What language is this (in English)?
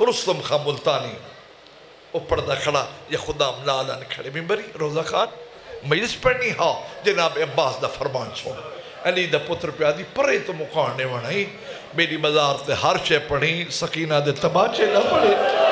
Saraiki